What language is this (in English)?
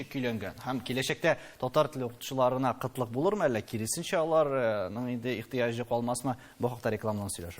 Tatar